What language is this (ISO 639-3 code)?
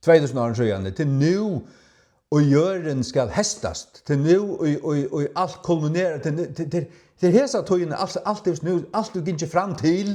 fao